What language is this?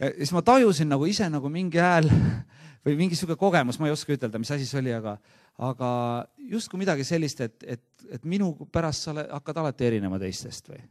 Estonian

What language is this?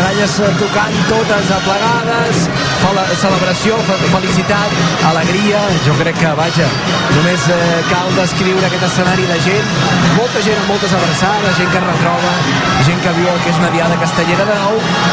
Catalan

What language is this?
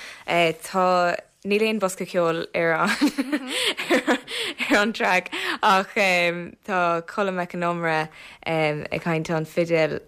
Irish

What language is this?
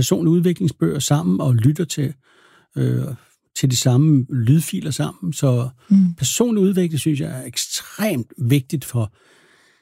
Danish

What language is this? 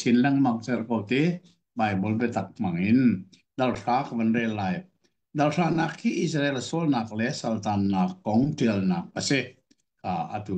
Hakha Chin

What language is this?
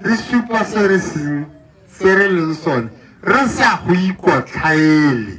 Tswana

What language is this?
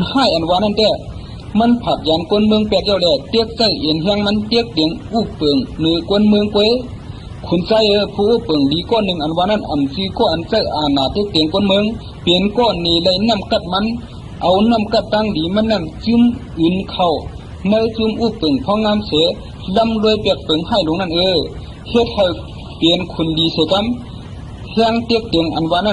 Shan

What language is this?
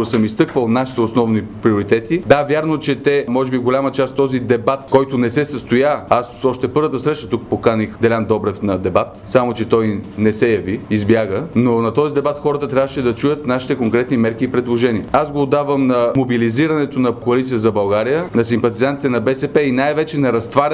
Bulgarian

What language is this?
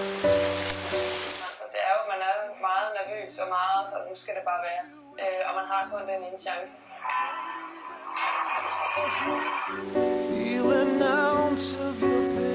Danish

